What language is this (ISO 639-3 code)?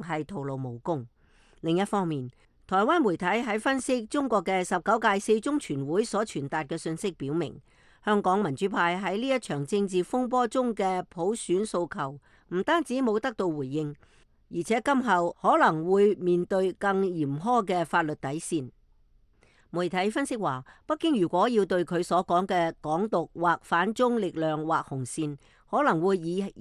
yue